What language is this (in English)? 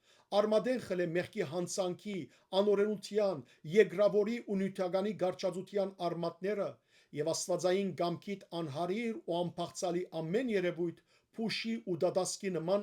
Western Armenian